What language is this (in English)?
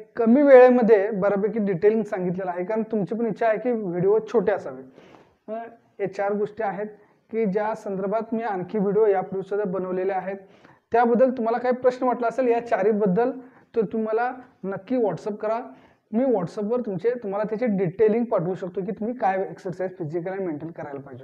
Marathi